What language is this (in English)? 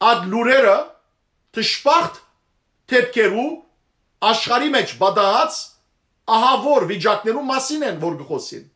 Western Armenian